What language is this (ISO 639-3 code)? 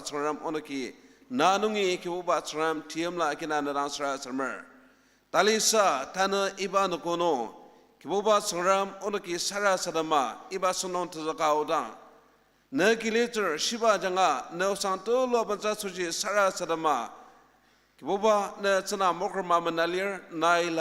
njo